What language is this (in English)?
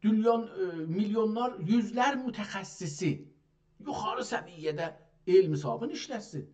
South Azerbaijani